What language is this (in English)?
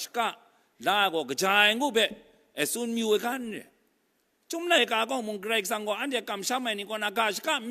Kachin